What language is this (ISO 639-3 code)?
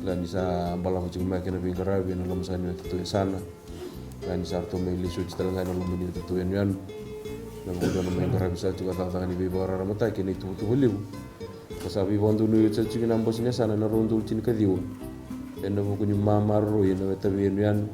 fij